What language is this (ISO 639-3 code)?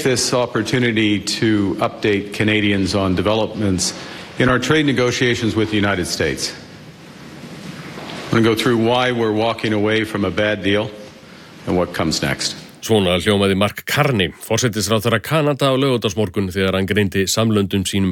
isl